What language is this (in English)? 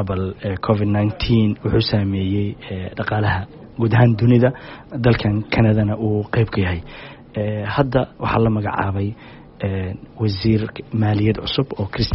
Somali